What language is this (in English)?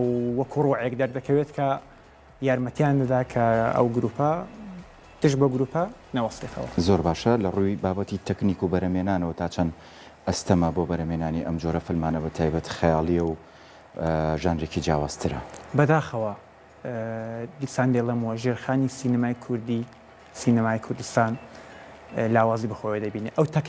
Central Kurdish